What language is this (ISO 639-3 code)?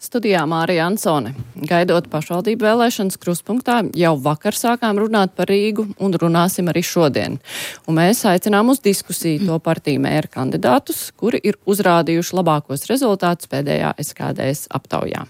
lav